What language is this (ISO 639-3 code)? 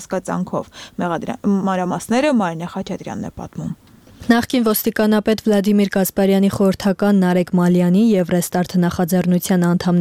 hye